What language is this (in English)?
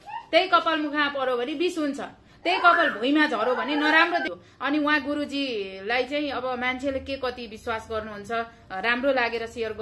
Nepali